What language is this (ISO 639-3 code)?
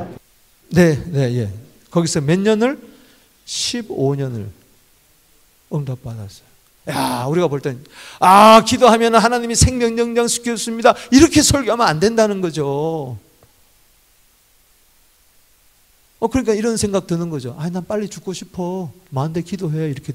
kor